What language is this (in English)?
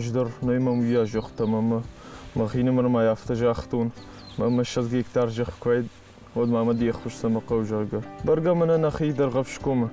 Ossetic